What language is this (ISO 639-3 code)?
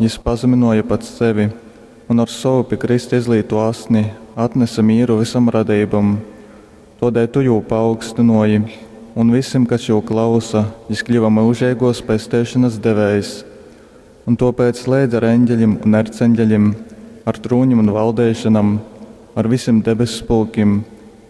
ltg